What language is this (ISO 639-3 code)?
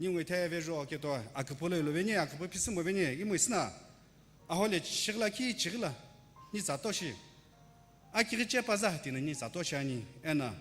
nsm